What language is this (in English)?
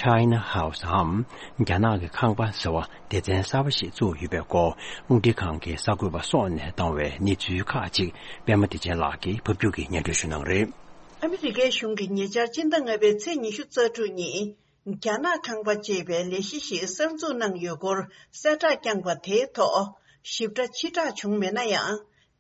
Tibetan